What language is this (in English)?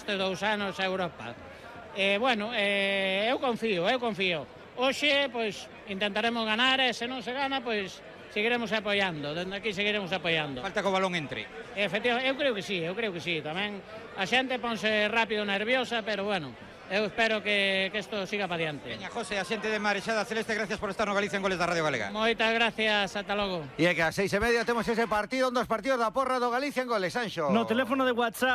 Galician